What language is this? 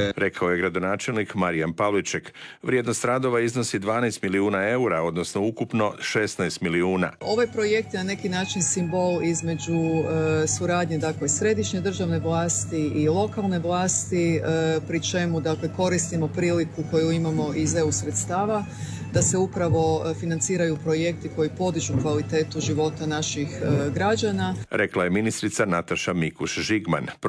Croatian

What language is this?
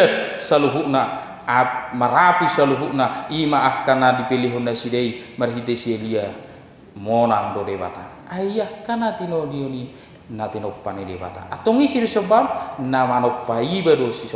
Batak Toba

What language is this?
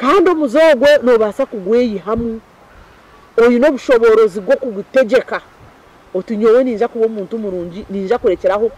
Nyankole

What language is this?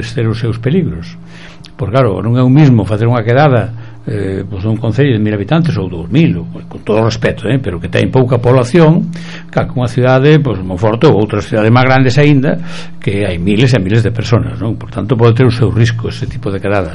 Galician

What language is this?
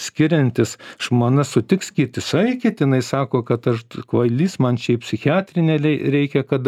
Lithuanian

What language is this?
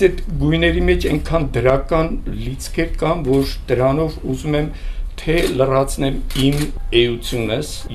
Armenian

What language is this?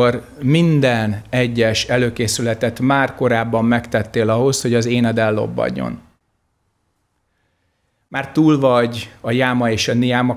Hungarian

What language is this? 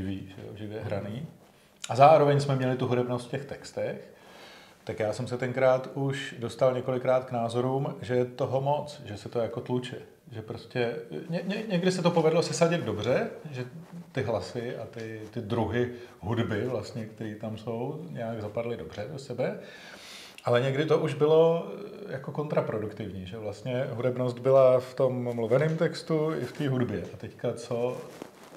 Czech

